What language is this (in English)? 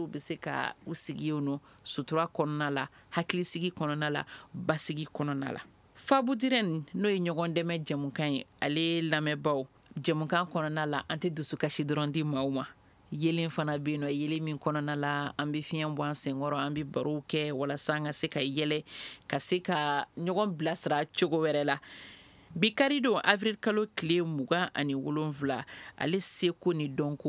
Bambara